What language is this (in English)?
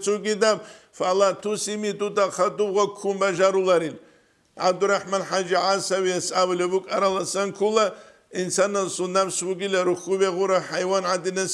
Avaric